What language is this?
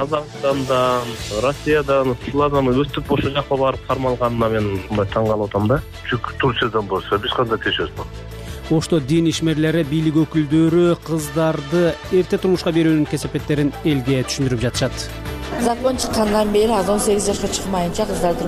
Kyrgyz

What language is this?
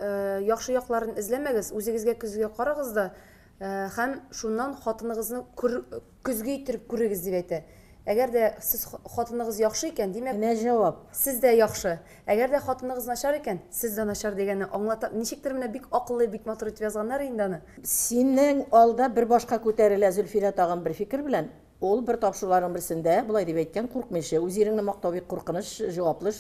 Tatar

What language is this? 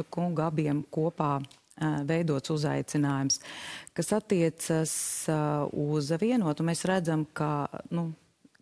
Latvian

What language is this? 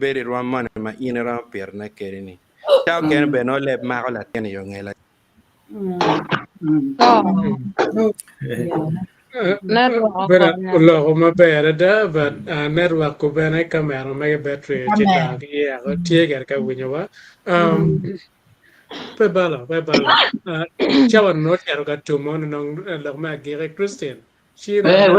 Acoli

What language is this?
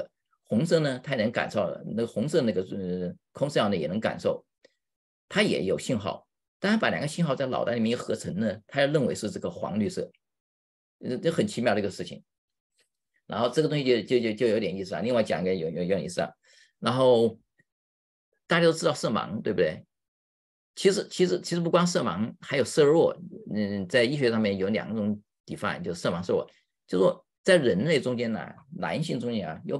Chinese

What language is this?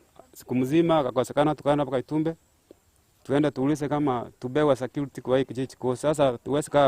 Gusii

